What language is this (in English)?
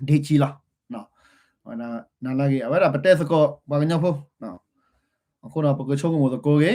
S'gaw Karen